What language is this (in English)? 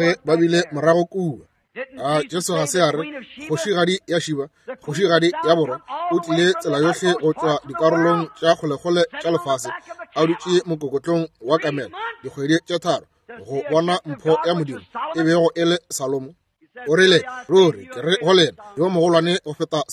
Northern Sotho